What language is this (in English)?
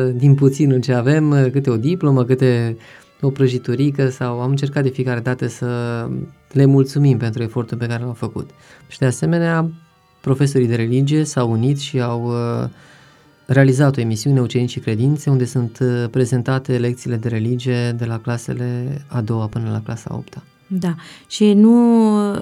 Romanian